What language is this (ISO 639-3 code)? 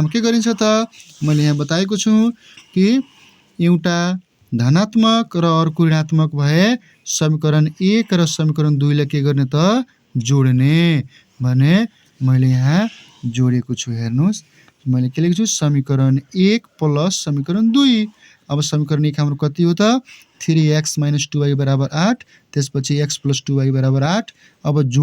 nep